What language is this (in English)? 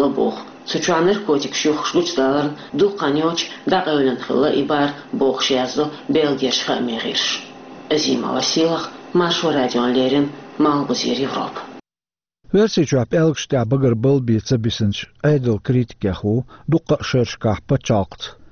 Chechen